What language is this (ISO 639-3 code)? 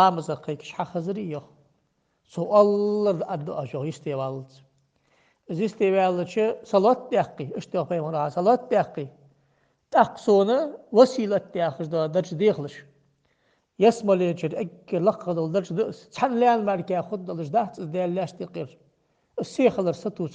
inh